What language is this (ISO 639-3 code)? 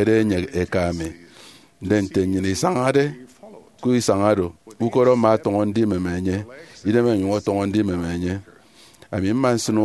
efi